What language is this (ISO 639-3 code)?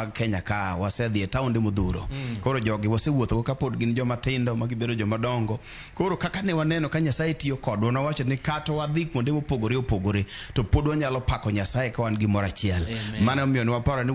luo